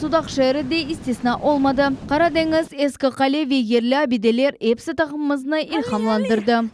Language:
Crimean Tatar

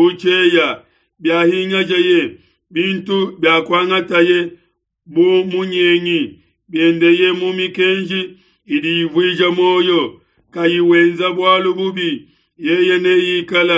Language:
Luba-Lulua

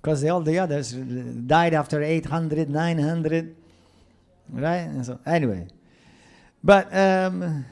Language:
English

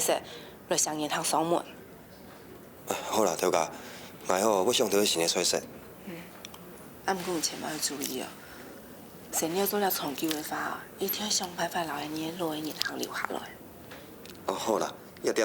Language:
Hakka Chinese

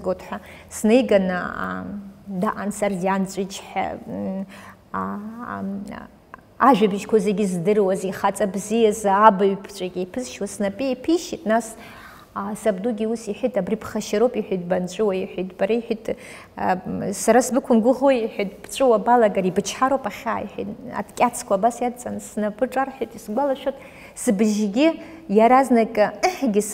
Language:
Abkhazian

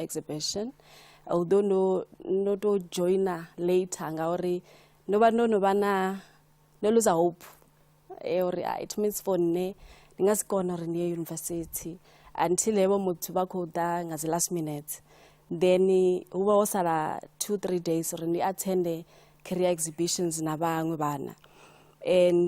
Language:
Venda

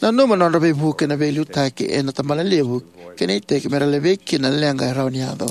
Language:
Fijian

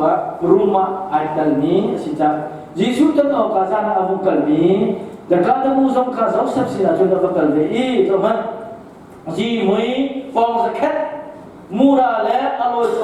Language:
Hakha Chin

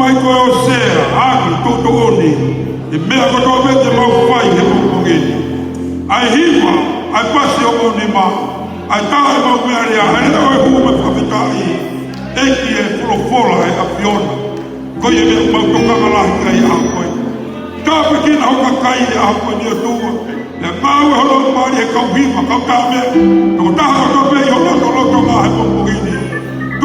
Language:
Tongan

